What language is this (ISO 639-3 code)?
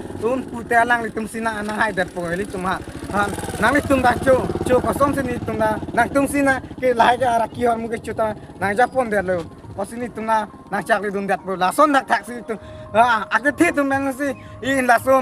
mjw